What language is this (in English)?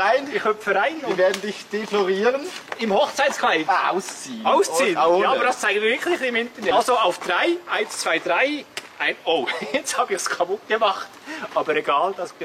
Swiss German